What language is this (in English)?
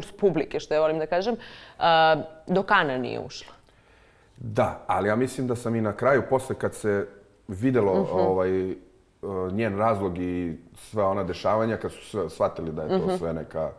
Serbian